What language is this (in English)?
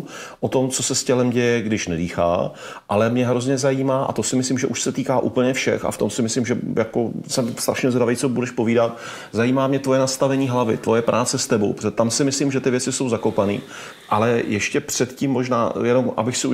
Czech